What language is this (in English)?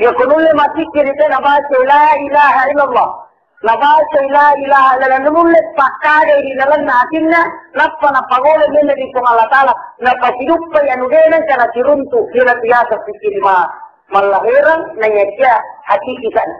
Buginese